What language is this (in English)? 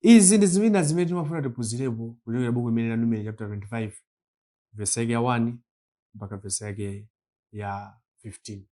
Nyanja